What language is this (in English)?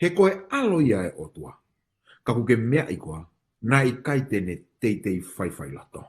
Tongan